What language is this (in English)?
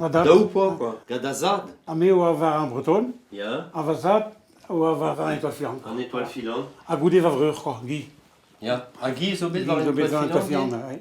Breton